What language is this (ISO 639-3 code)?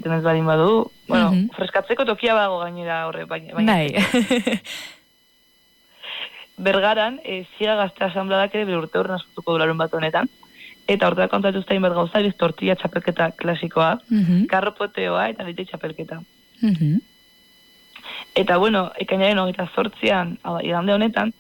eus